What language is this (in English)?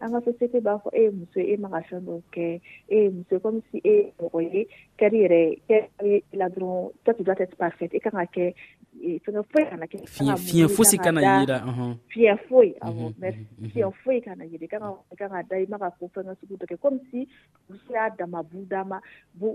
Dyula